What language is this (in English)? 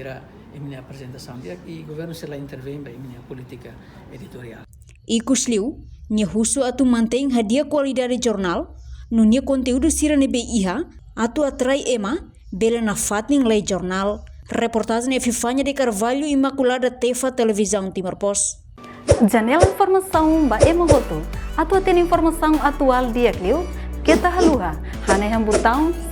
Tetum